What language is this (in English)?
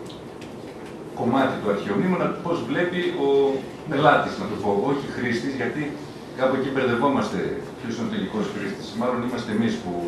Greek